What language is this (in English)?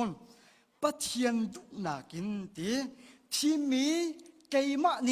Hakha Chin